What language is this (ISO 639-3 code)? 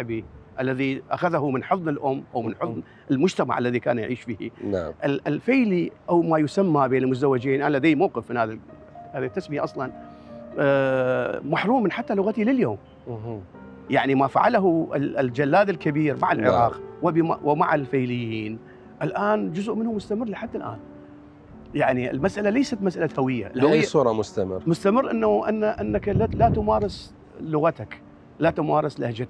acm